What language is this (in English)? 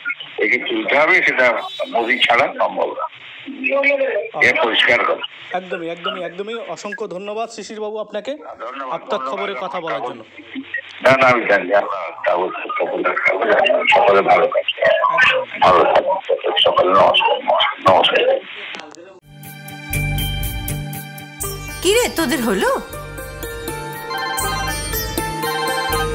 Bangla